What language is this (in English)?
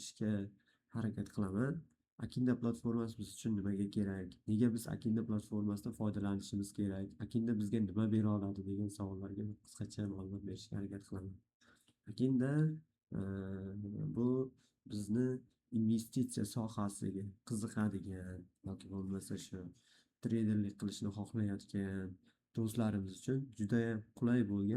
Uzbek